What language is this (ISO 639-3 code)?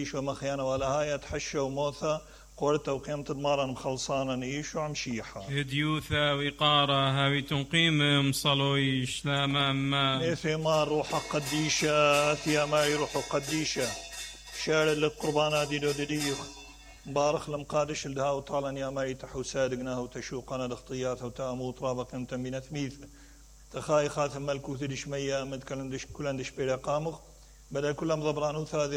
acm